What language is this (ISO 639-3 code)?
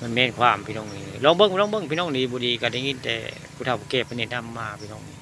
tts